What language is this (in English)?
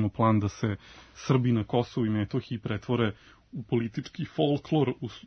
Serbian